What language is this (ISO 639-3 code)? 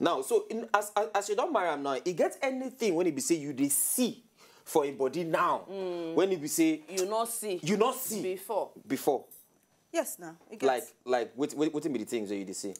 pcm